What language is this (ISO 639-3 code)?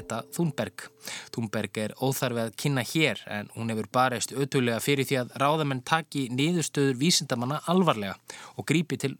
isl